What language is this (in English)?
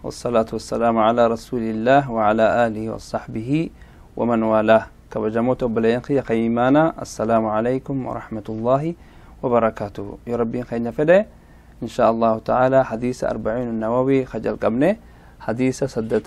Oromo